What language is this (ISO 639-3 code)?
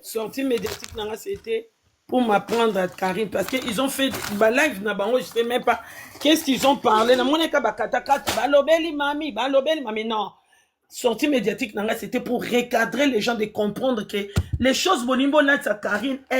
lin